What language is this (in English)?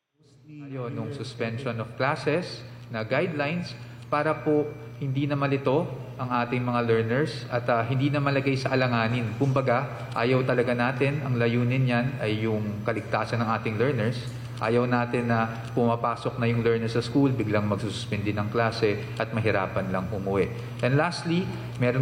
Filipino